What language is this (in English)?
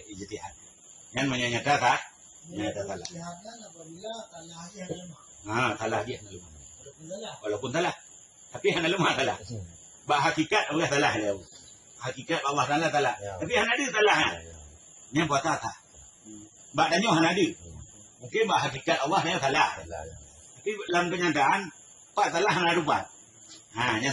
Achinese